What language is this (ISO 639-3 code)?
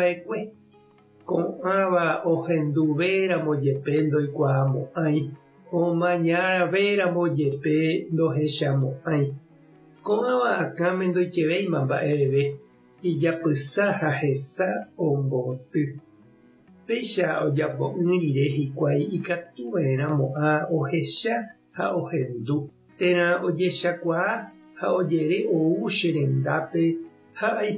grn